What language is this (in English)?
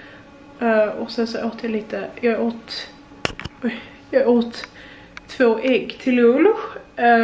Swedish